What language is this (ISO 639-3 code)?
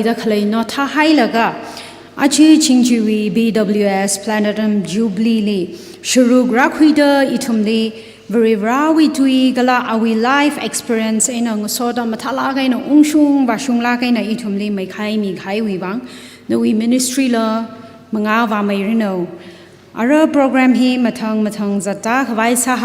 nmf